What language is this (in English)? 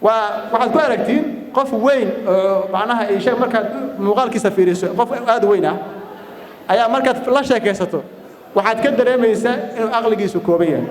Somali